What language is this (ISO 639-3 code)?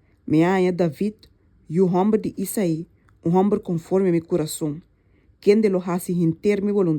pap